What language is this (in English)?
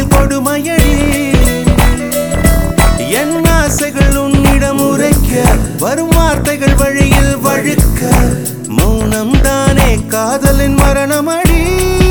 Tamil